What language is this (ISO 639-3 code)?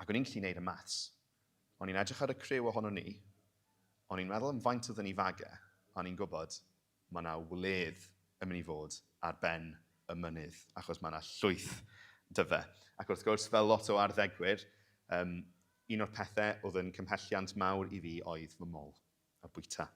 cym